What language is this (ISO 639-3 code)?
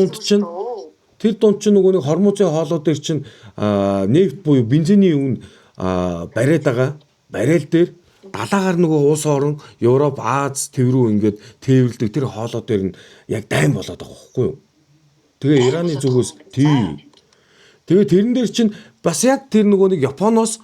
mon